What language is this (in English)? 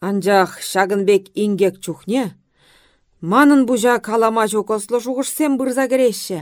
Chuvash